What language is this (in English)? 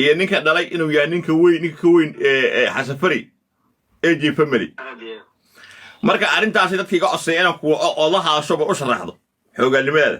Somali